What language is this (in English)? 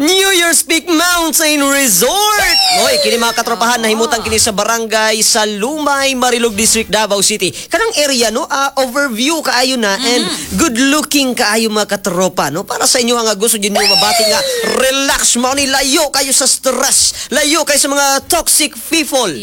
Cebuano